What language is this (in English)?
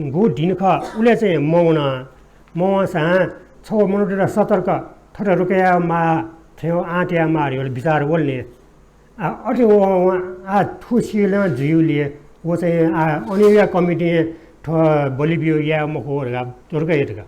Newari